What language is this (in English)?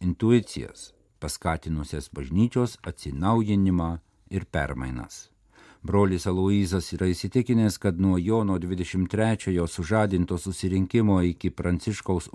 Lithuanian